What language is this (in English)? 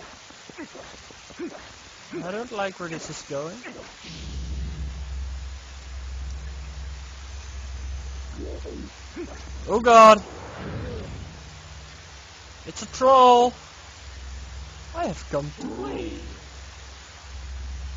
Dutch